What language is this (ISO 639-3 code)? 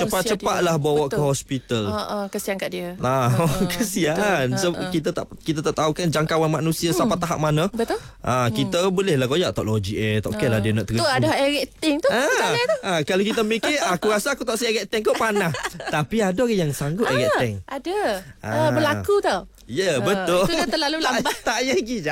msa